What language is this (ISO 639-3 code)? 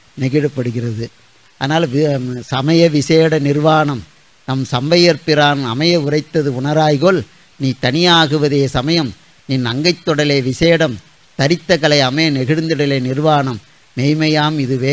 tam